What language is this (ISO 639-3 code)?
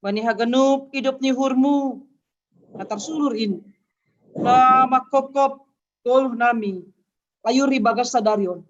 bts